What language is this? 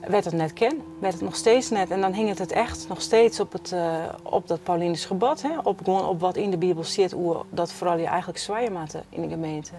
Western Frisian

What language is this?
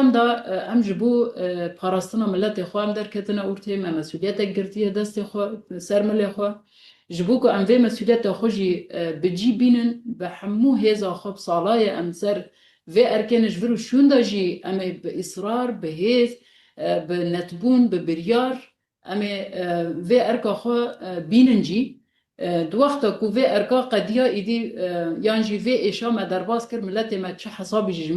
Kurdish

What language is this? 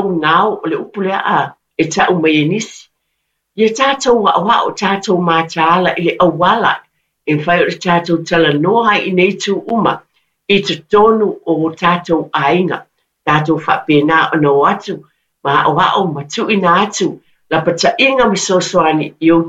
Samoan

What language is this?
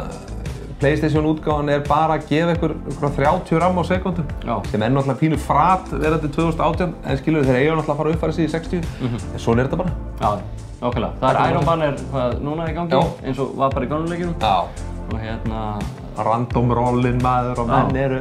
Icelandic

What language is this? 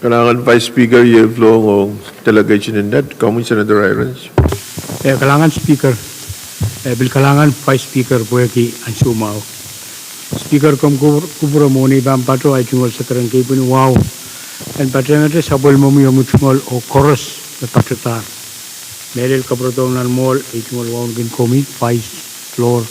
Pohnpeian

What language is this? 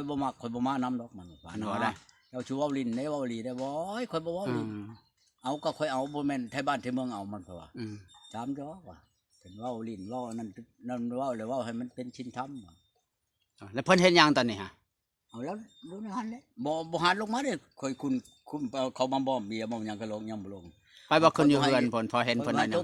Lao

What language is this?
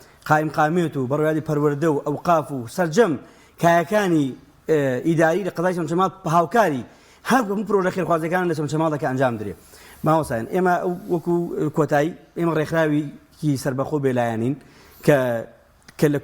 Central Kurdish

